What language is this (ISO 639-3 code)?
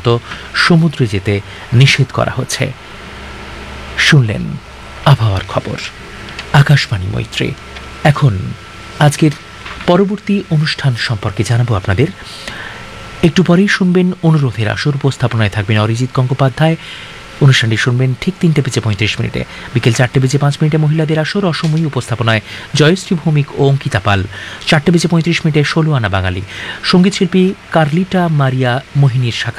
ben